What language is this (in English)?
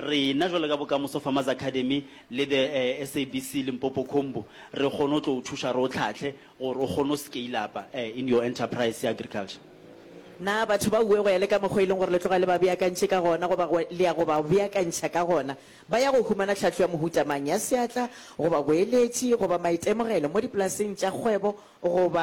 Northern Sotho